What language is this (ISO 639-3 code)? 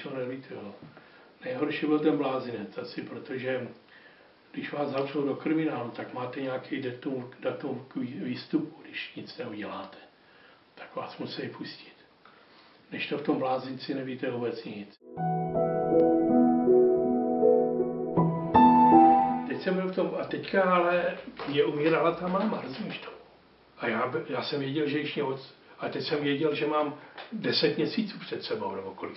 ces